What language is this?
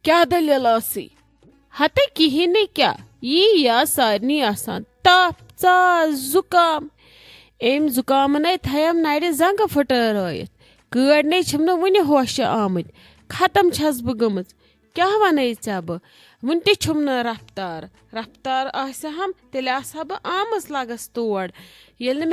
Kashmiri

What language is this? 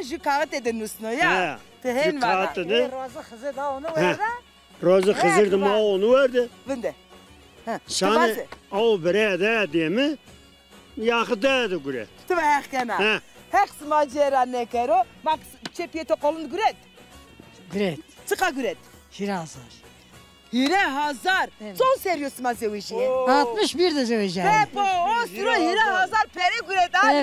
Zaza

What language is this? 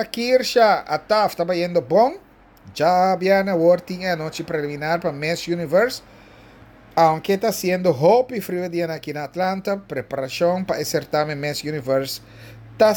Papiamento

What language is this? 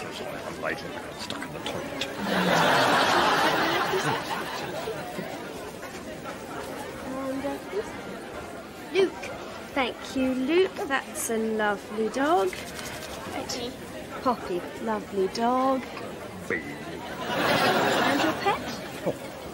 English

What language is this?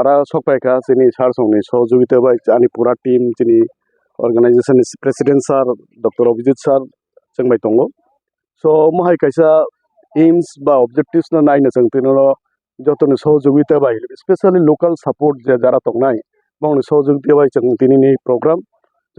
Kok Borok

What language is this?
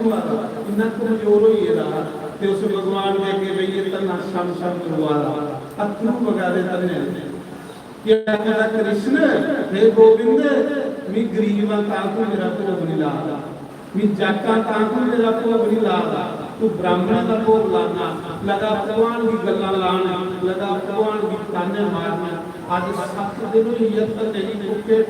Dogri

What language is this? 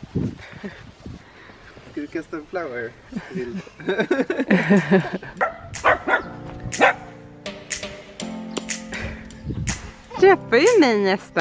Swedish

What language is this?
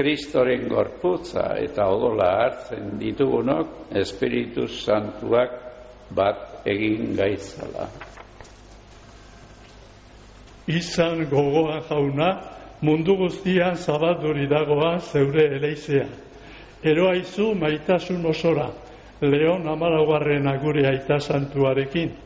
Basque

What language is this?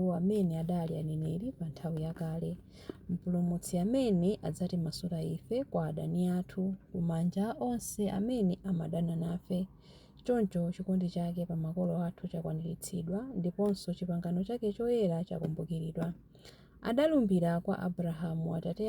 Nyanja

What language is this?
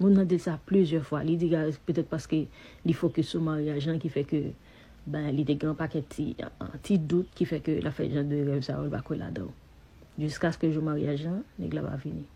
Haitian Creole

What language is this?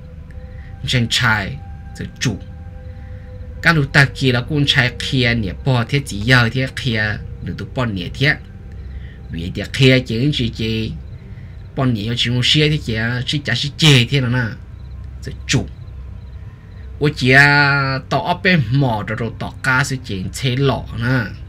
Vietnamese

